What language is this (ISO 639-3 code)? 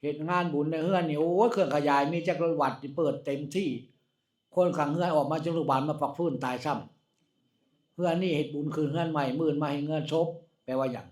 tts